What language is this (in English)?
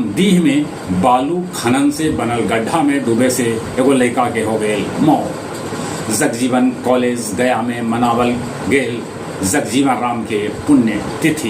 Magahi